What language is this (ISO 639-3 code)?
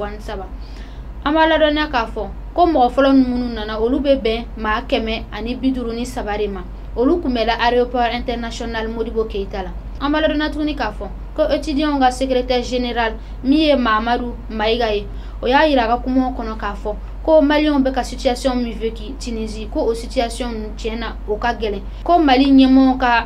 bam